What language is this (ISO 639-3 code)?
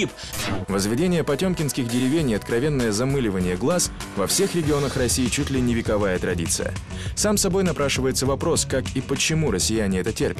rus